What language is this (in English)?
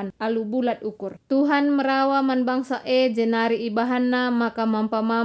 Batak Karo